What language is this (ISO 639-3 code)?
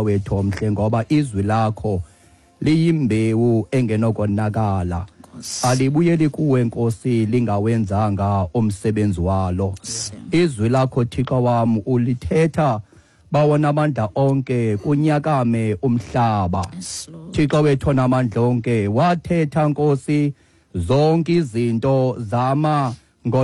xho